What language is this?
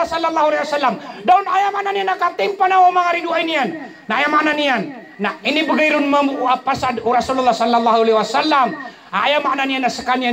Maranao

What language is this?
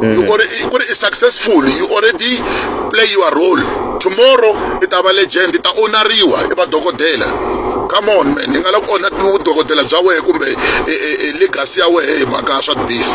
Tsonga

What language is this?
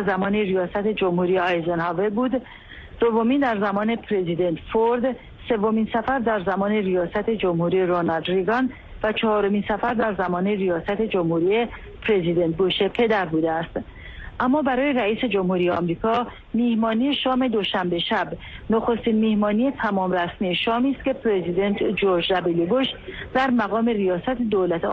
Persian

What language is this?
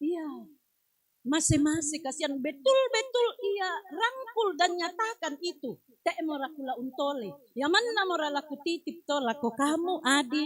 Toraja-Sa'dan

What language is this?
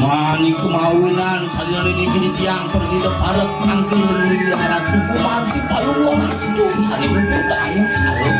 Balinese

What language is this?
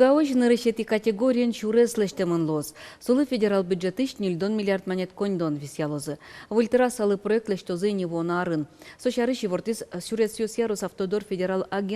Udmurt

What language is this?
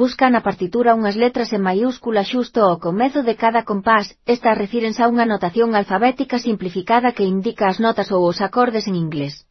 Galician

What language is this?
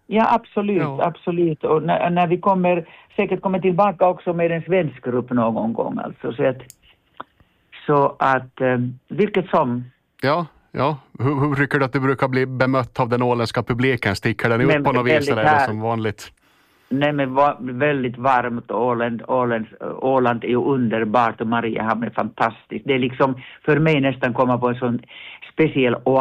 Swedish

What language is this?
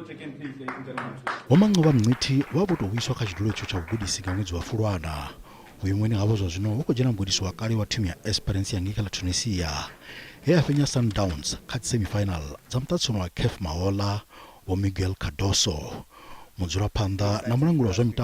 Venda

